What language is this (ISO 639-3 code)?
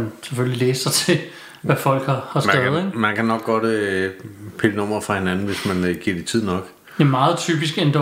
dan